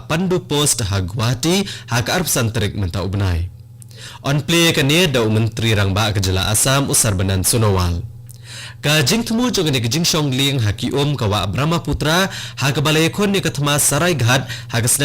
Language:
Khasi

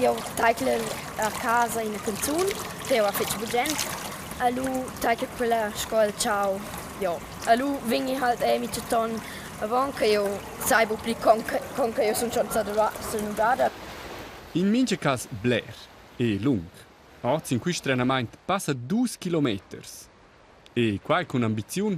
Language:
Romansh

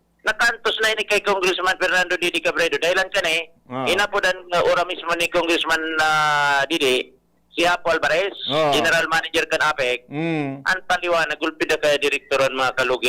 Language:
Bikol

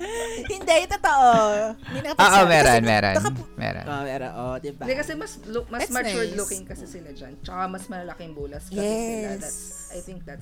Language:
Filipino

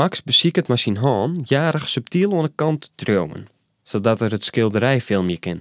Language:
Western Frisian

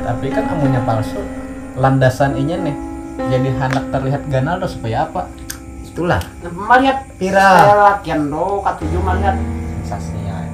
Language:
Banjar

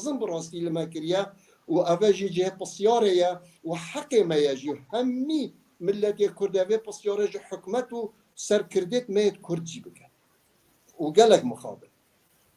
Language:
Kurdish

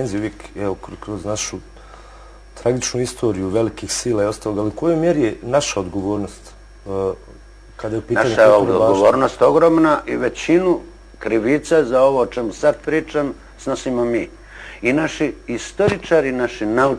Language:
Bosnian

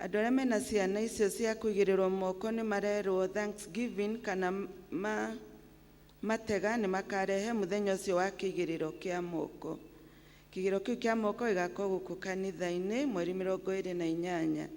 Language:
Kikuyu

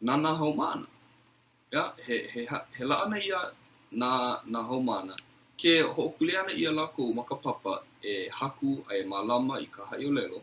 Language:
Hawaiian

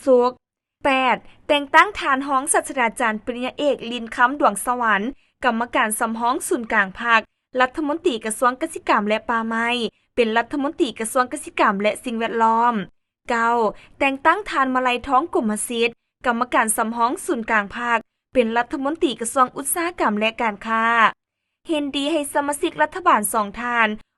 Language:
Lao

